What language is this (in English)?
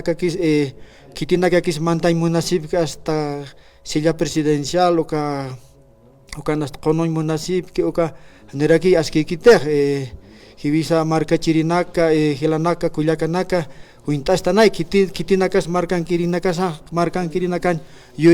Aymara